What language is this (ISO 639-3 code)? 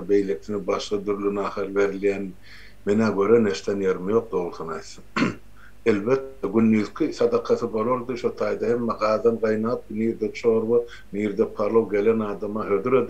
tuk